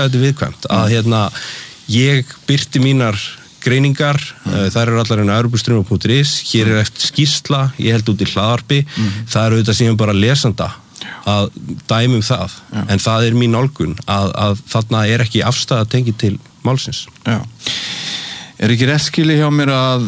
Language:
Icelandic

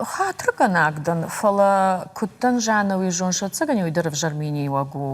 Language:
Ossetic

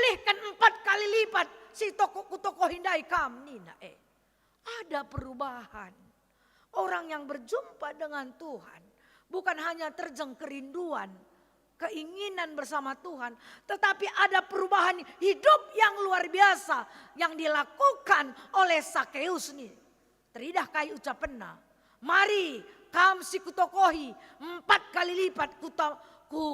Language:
Batak Karo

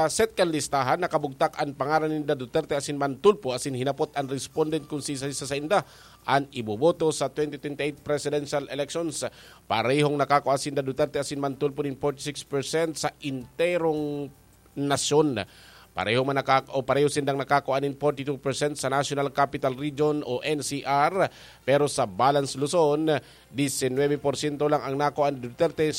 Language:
Bikol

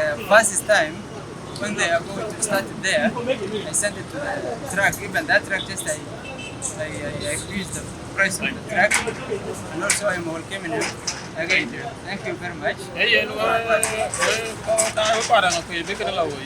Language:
Dinka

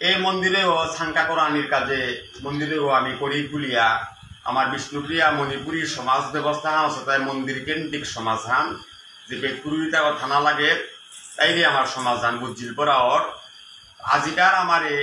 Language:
Bishnupriya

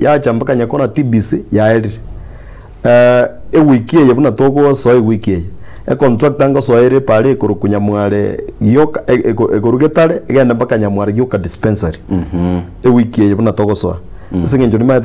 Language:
Gusii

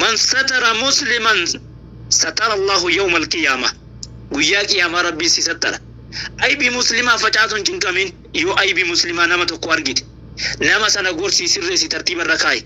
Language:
Oromo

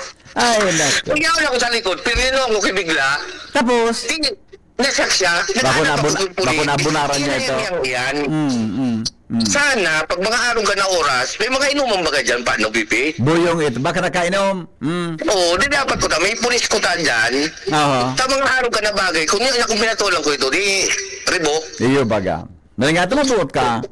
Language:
Bikol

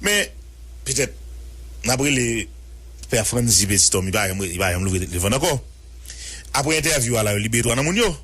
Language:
Haitian Creole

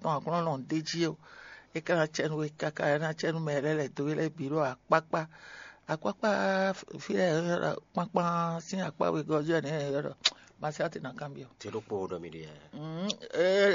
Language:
Fon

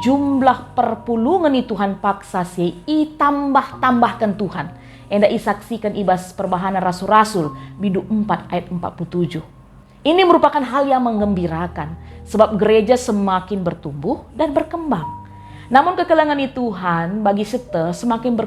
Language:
Batak Karo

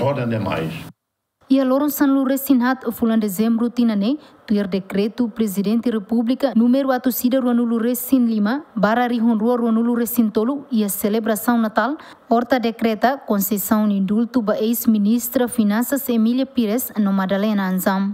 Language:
Tetum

